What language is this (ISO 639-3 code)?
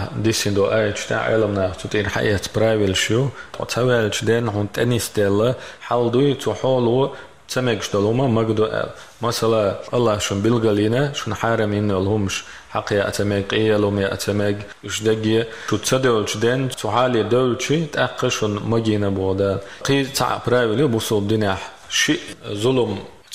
che